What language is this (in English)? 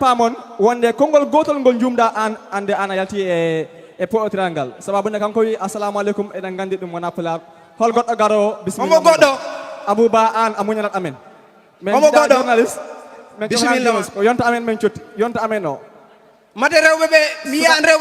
Fula